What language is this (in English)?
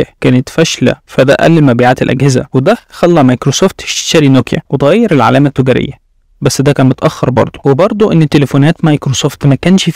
Egyptian Arabic